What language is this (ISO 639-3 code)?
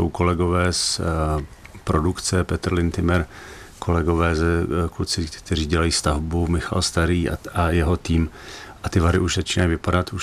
ces